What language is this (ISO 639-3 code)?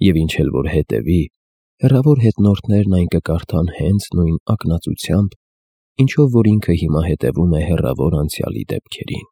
hye